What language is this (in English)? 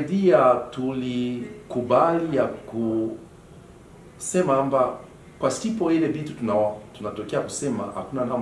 Swahili